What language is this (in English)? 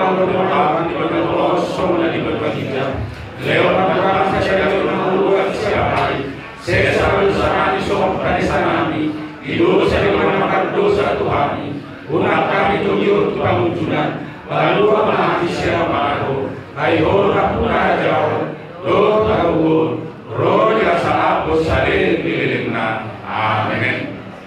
Batak Toba